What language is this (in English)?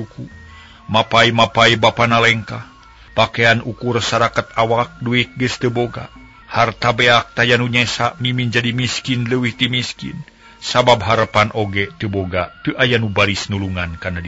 Sundanese